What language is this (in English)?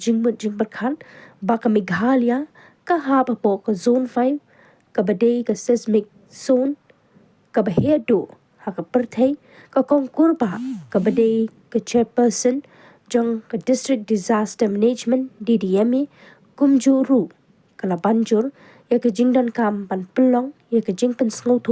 Khasi